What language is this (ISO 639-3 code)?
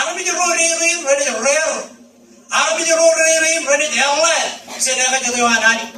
mah